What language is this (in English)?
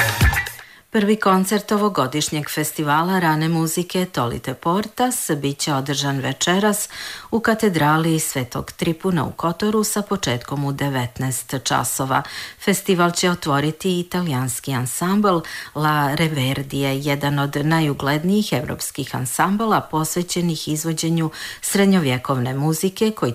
Serbian